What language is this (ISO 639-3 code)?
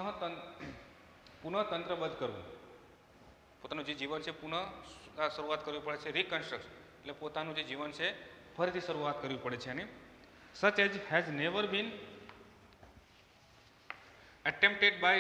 guj